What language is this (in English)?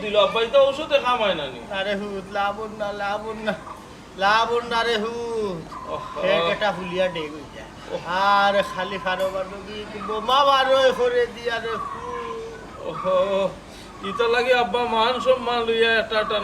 Sylheti